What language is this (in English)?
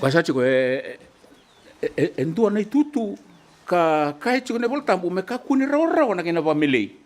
Fijian